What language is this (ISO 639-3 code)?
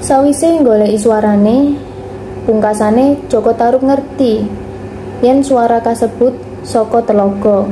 jav